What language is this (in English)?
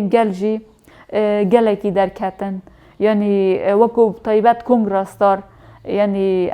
Kurdish